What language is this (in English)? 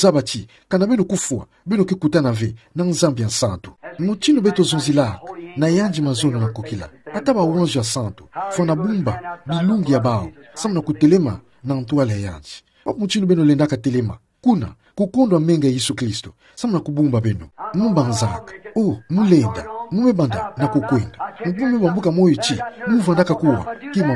Kituba (Democratic Republic of Congo)